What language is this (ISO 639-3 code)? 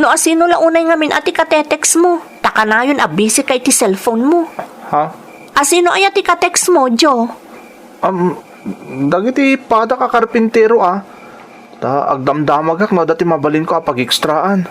ilo